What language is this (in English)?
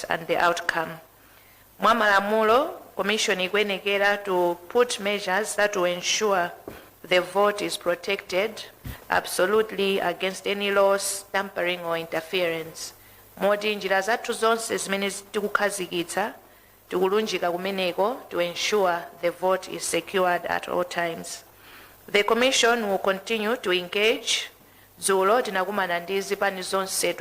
Nyanja